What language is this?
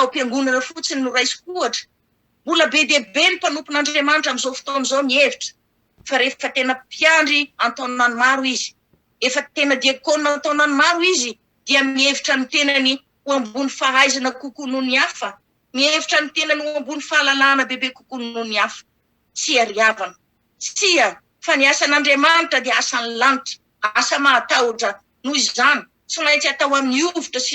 Malagasy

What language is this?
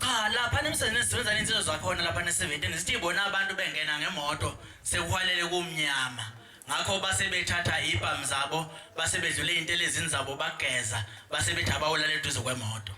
Zulu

